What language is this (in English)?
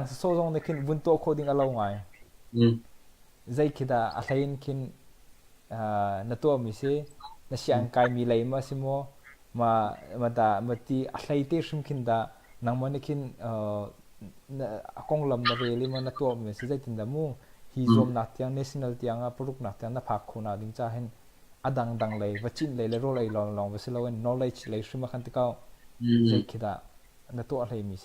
Hakha Chin